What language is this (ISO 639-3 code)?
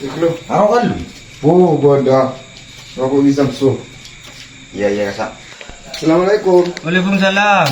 mad